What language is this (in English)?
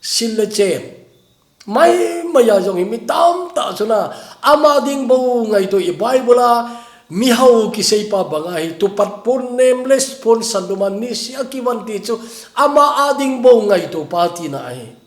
Thado Chin